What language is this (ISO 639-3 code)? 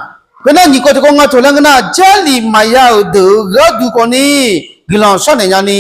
ahk